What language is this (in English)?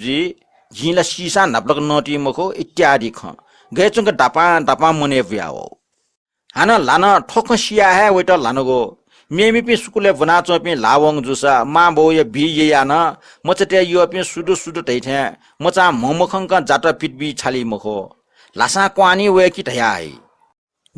Newari